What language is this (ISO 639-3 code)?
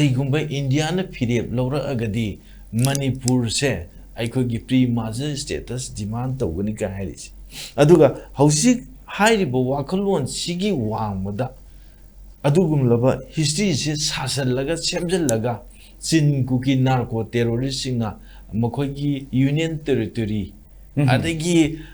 mni